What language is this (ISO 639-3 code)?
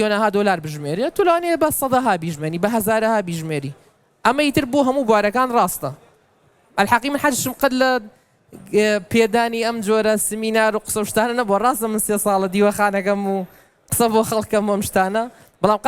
ckb